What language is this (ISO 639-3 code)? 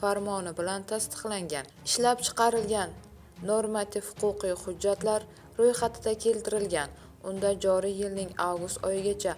uzb